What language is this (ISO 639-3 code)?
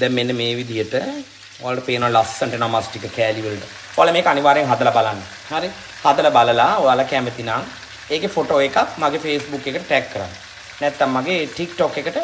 sin